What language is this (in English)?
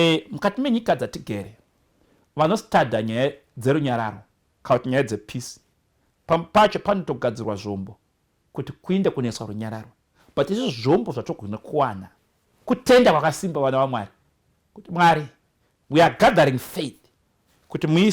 Shona